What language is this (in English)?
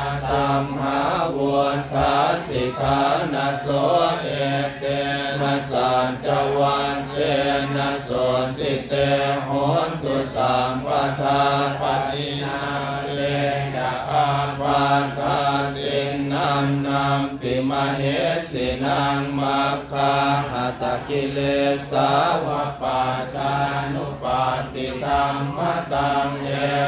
Pali